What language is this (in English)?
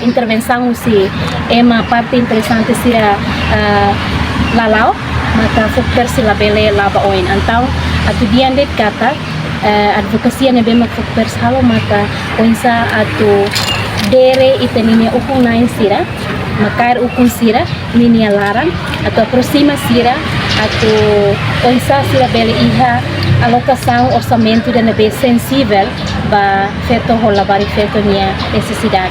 Tetum